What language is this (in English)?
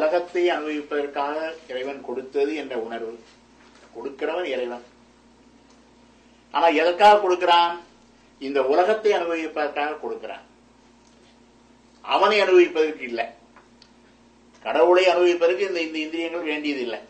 Tamil